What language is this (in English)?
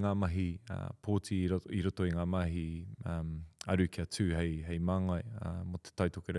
Māori